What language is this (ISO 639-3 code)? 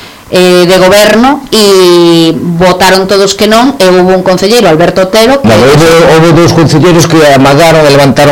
glg